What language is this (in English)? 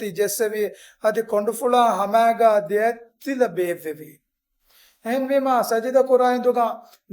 Divehi